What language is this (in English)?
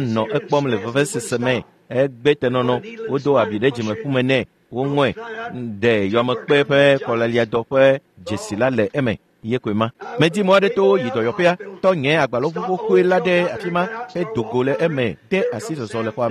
Ewe